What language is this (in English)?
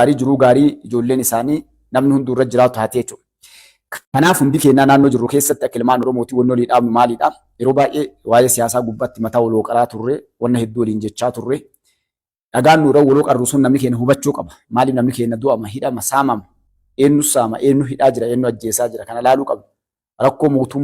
Oromo